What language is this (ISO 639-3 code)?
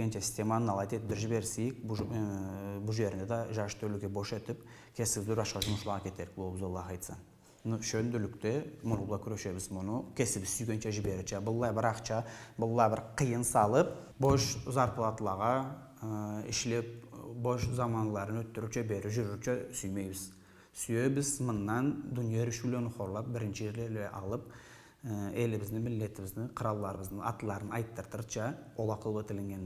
krc